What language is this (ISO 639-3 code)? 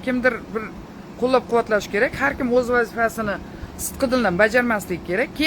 uzb